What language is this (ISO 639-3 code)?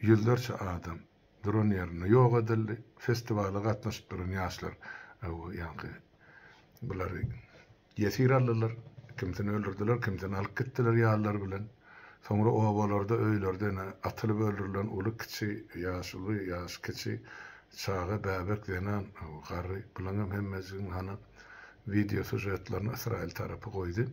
tuk